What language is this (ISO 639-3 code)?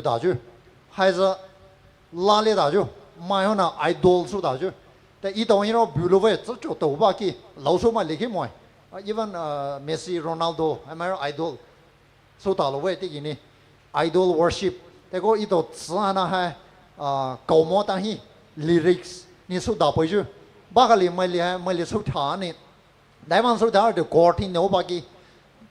pmx